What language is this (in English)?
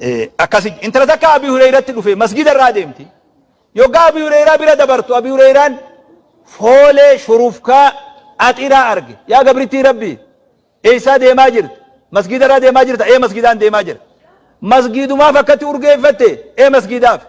Oromo